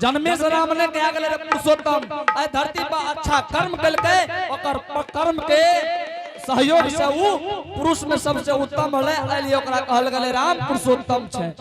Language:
Angika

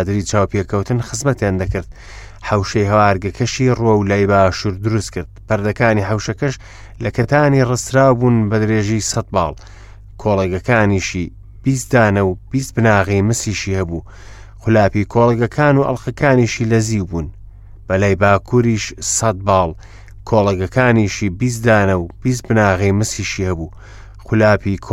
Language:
Central Kurdish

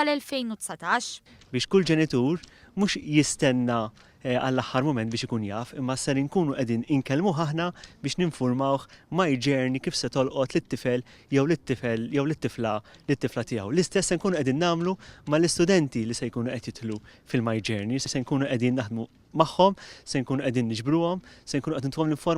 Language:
Maltese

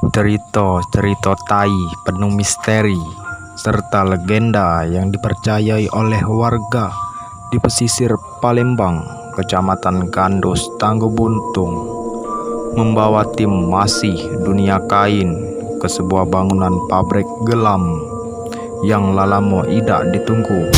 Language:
Musi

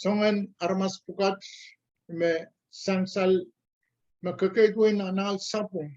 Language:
Pohnpeian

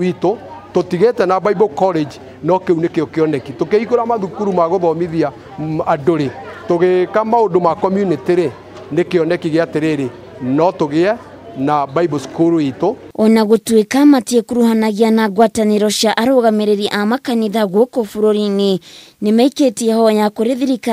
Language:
Kikuyu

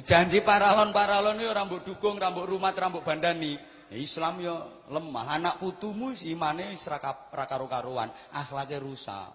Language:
Javanese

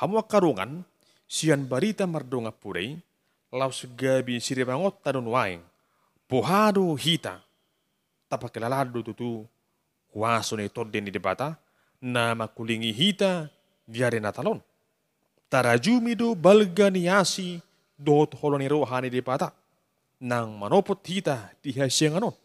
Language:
Batak Toba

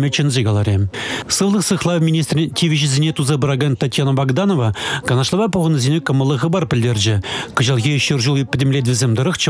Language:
Chuvash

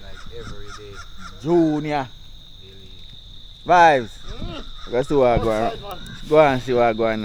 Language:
Jamaican Creole English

